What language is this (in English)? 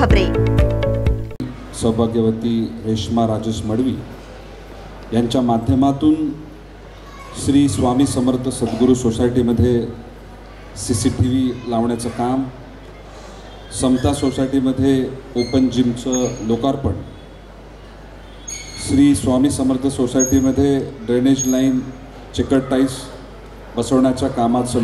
Marathi